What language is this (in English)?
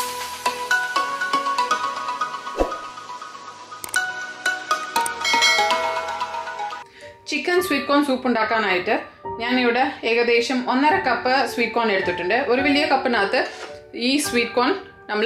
Malayalam